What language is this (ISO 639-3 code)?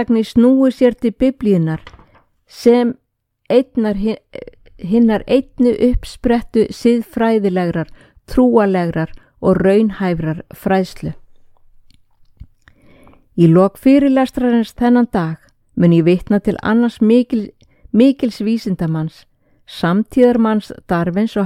isl